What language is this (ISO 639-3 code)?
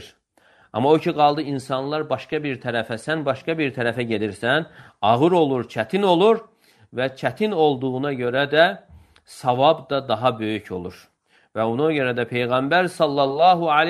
aze